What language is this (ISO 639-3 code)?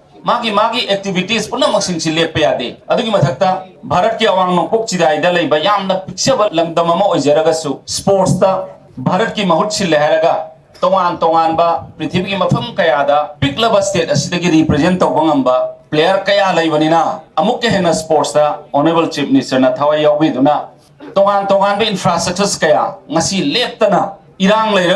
mni